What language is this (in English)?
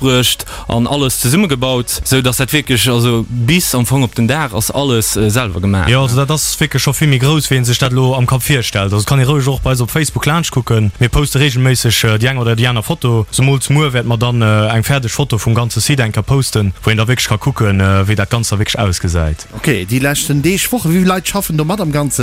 Luxembourgish